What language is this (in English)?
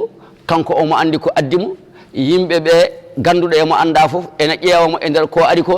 Fula